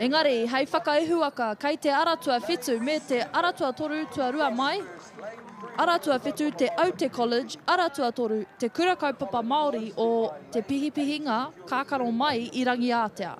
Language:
Māori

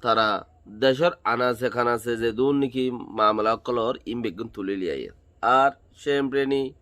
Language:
Rohingya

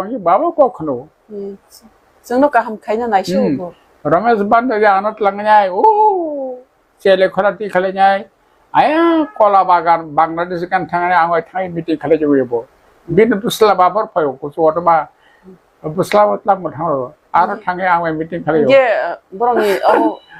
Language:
Kok Borok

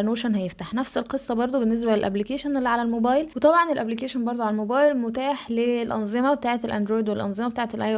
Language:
Egyptian Arabic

